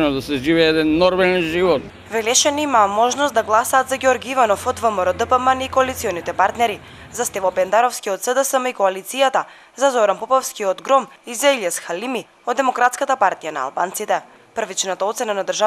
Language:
Macedonian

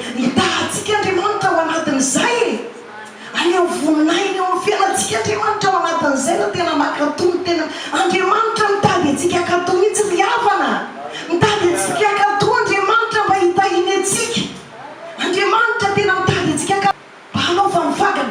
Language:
Malagasy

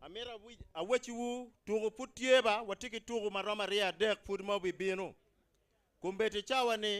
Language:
Acoli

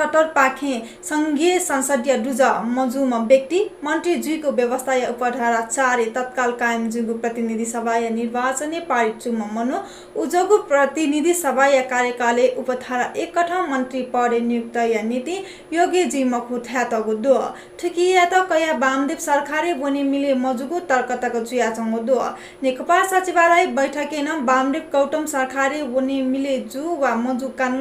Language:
Newari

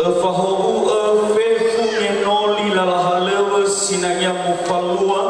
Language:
Nias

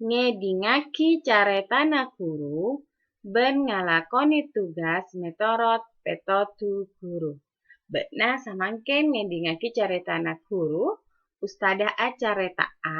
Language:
Madurese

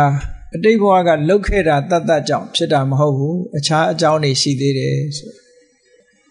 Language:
Burmese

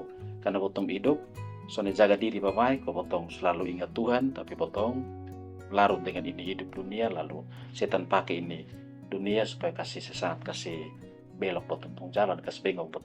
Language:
Kupang Malay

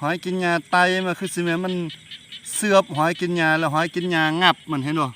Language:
Lao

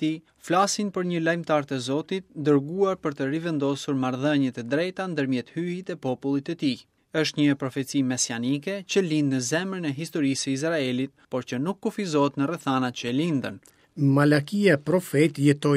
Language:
Albanian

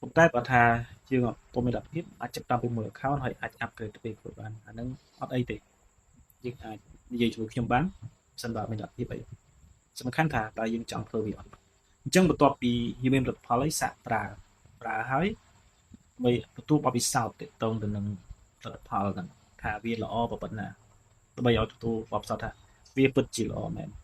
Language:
Khmer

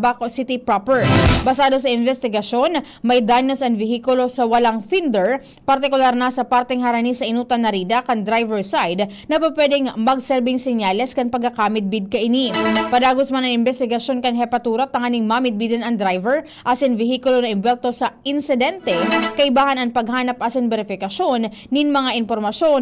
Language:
Bikol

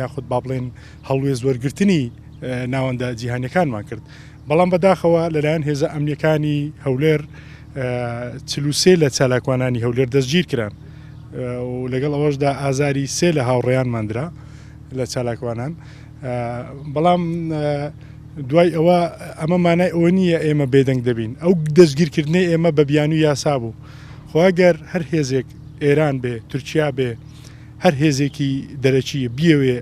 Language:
Central Kurdish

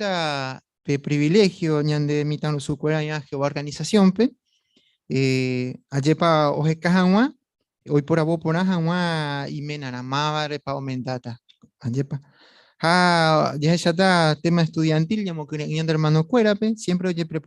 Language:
Guarani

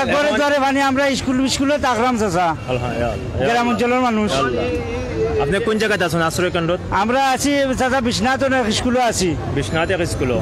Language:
Sylheti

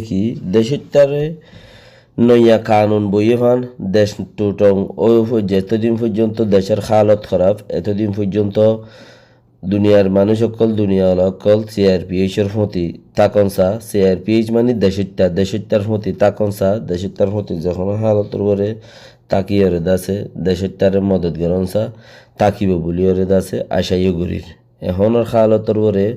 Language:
Rohingya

